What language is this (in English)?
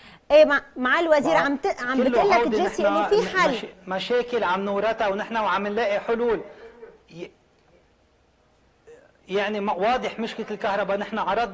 North Levantine Arabic